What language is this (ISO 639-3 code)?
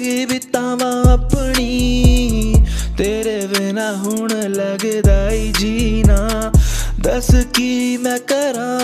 hin